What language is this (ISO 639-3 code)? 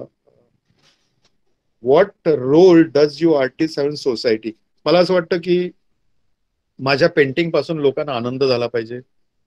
mar